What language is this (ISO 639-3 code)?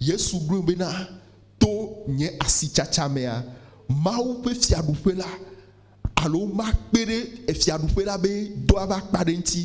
ewe